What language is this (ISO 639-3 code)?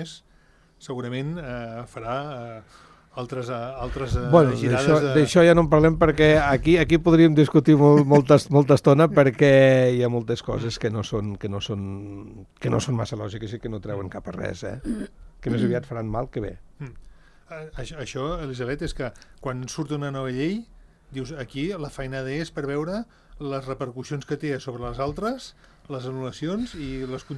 cat